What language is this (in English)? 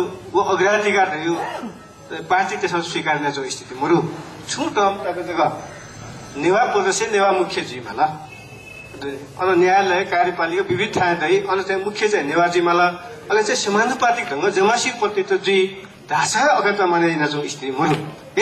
Newari